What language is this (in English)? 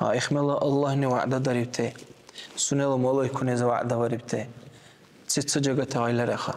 Dargwa